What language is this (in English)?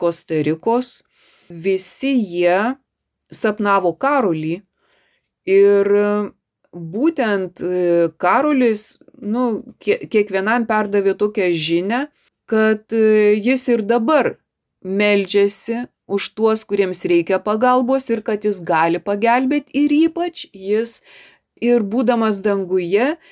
Lithuanian